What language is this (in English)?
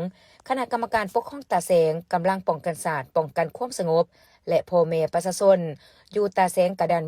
Lao